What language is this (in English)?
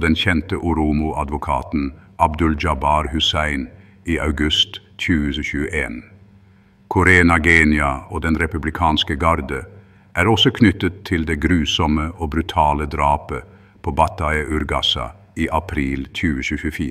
Norwegian Bokmål